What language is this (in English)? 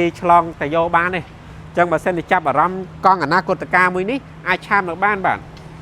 Khmer